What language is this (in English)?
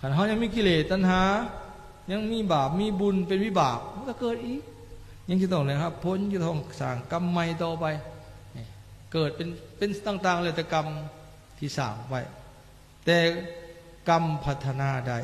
Lao